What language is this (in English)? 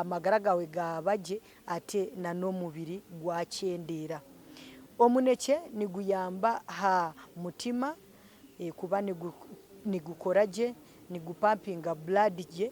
Nyankole